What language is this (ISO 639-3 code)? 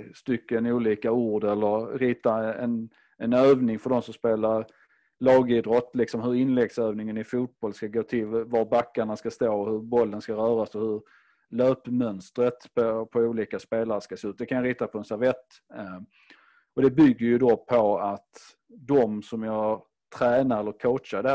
swe